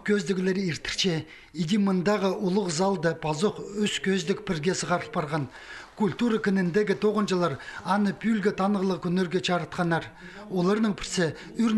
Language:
Khakas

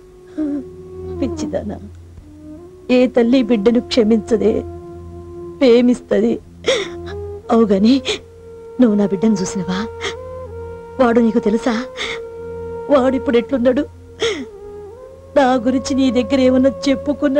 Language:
Telugu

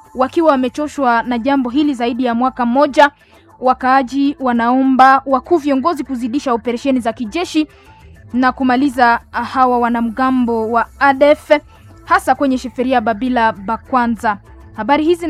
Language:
Swahili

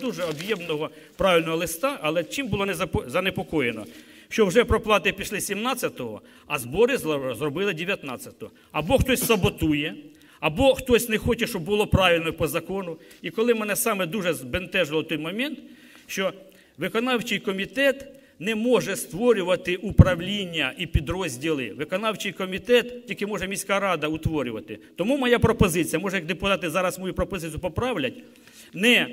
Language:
Ukrainian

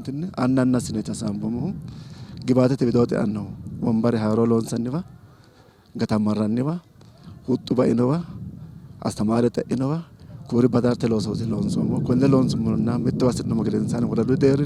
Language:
Sidamo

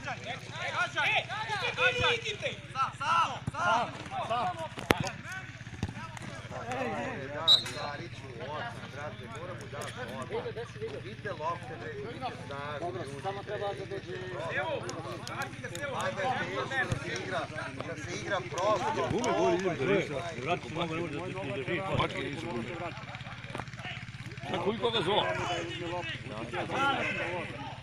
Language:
Serbian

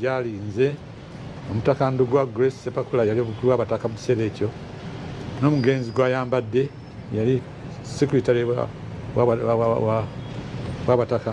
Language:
Ganda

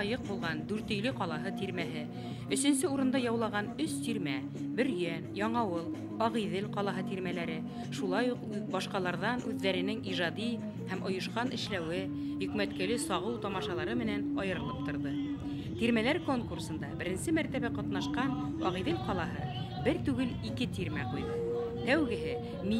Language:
Bashkir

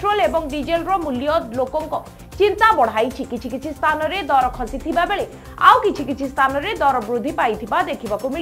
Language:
Odia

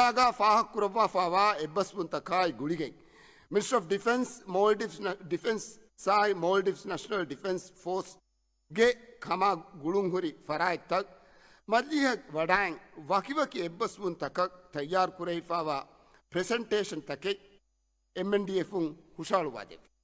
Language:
Divehi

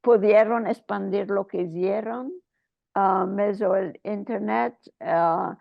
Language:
Ladino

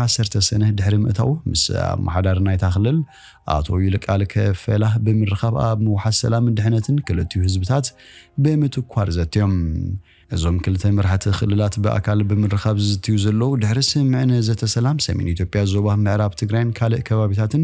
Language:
Tigrinya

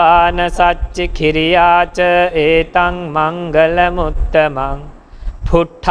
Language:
Pali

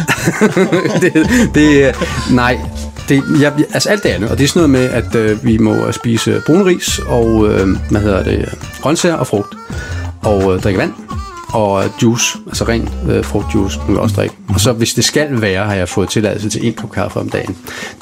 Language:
Danish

